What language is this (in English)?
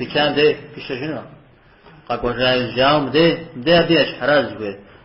Kabardian